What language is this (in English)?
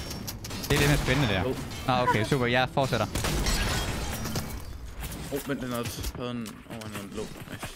Danish